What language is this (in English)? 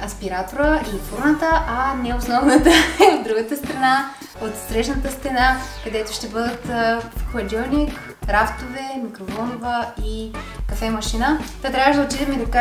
Bulgarian